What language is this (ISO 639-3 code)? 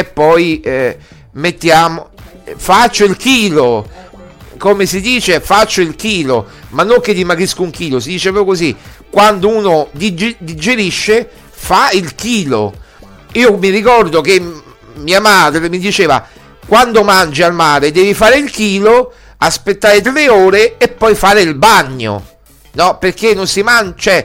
ita